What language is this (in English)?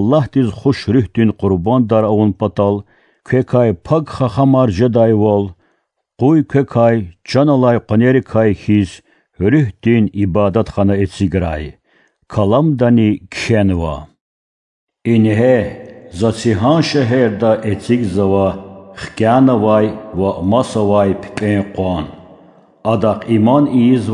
Lezghian